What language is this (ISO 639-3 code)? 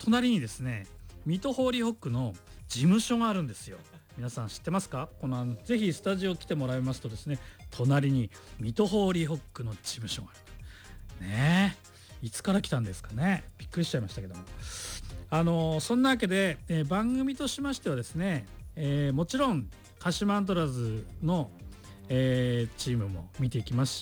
jpn